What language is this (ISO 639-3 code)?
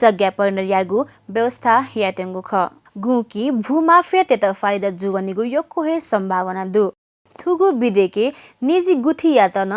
new